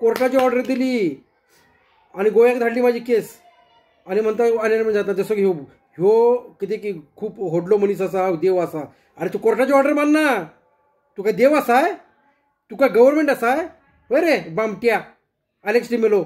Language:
Konkani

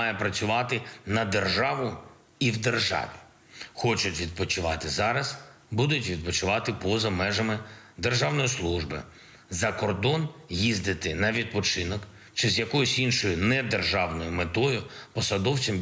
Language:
Ukrainian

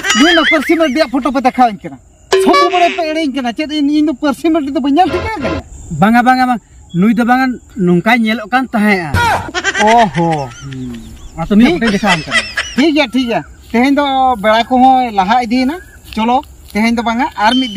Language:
Santali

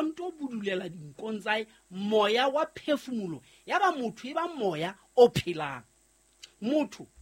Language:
Southern Sotho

